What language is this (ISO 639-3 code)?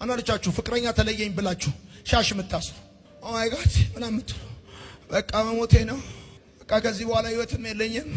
amh